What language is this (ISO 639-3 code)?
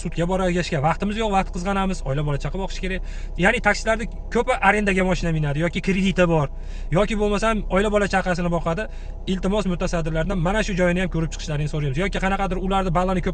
uzb